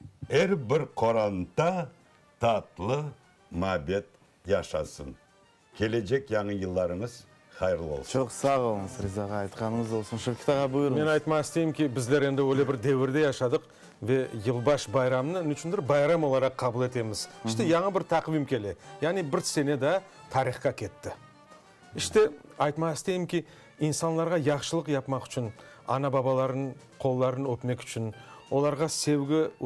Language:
Crimean Tatar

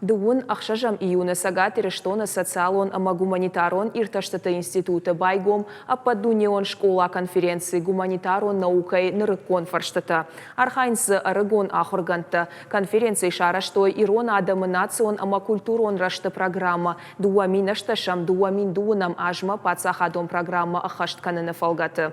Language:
Ossetic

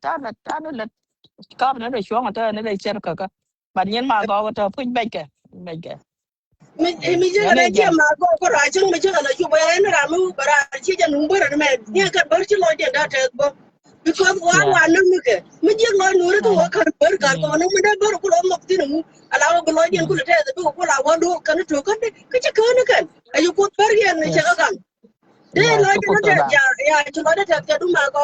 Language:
Nuer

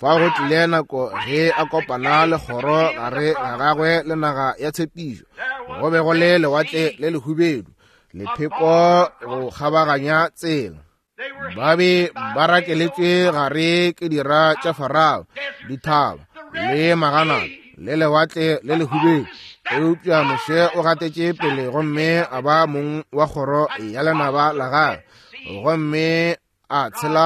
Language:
Northern Sotho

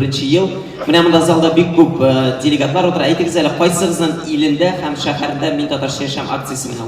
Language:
Tatar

